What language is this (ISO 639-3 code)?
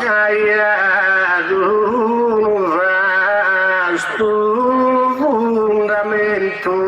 srd